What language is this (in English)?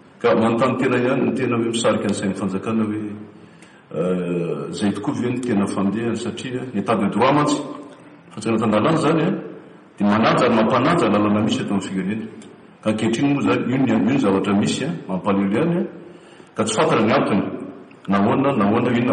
Malagasy